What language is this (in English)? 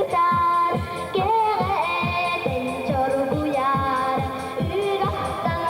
Yakut